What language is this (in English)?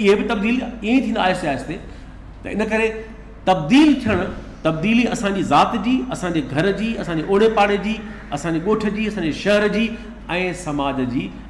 Sindhi